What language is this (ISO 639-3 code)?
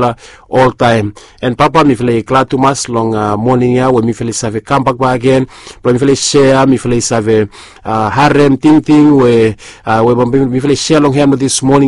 bis